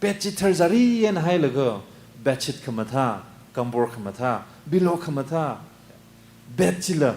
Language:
Tangkhul Naga (India)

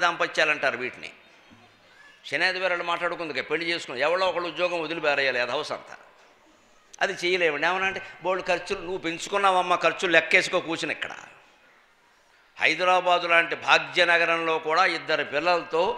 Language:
Telugu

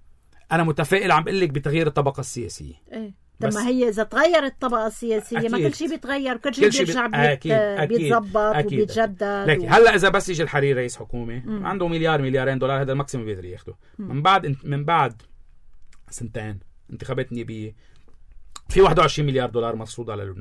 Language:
North Levantine Arabic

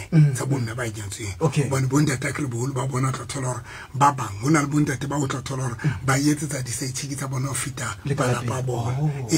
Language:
Southern Sotho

